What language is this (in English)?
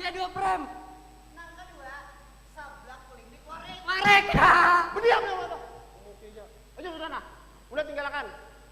Banjar